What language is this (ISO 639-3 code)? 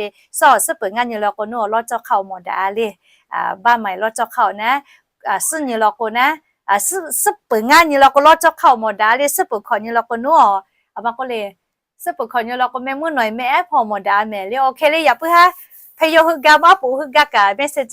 lhu